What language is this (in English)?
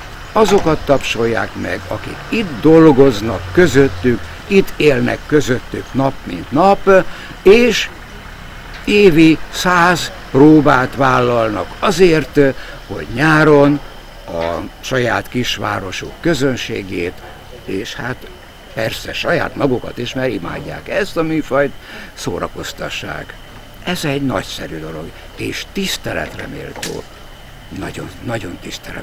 Hungarian